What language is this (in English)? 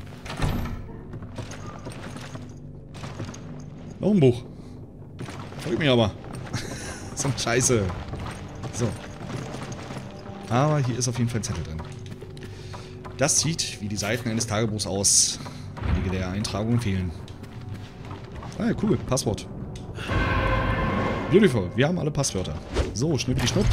German